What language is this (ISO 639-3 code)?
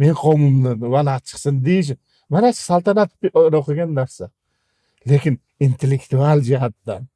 uzb